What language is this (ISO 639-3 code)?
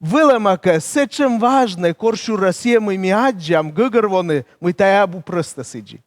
kom